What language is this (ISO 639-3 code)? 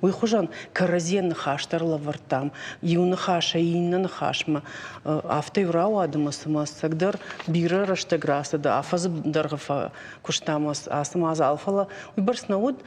oss